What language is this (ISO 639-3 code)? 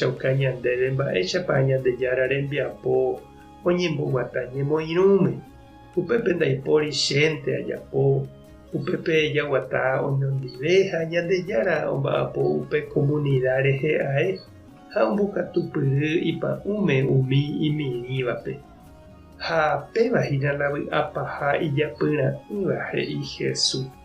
grn